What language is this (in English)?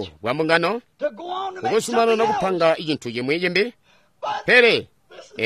Tonga (Zambia)